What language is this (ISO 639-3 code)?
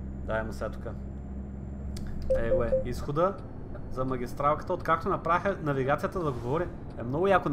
bul